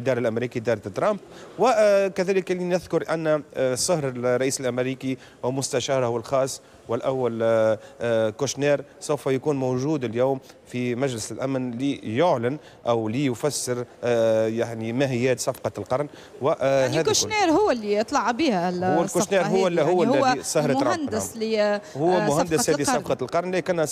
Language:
Tunisian Arabic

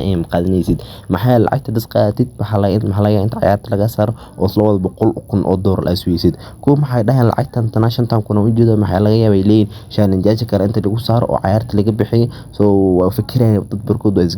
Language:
Somali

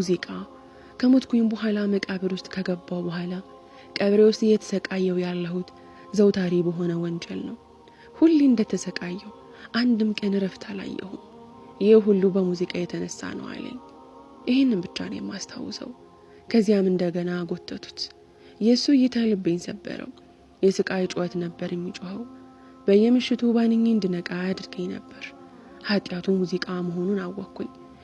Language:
Amharic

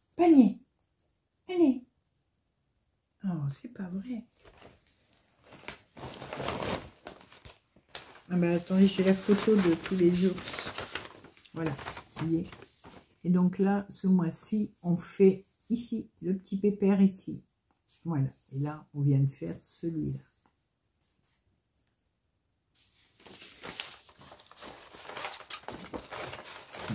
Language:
French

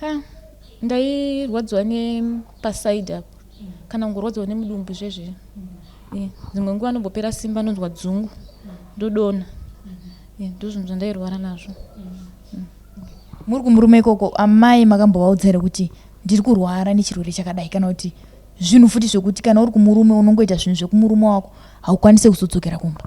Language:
Shona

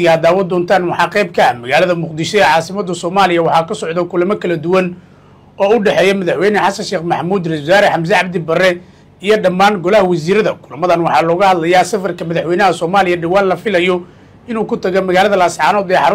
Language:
Somali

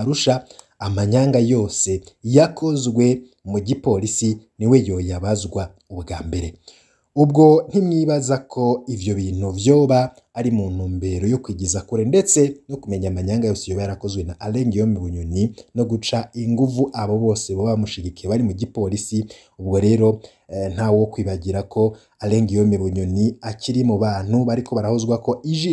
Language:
Rundi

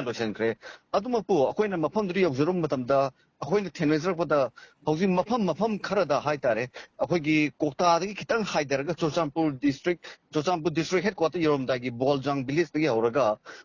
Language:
Manipuri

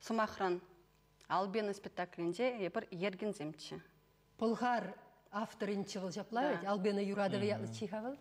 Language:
Chuvash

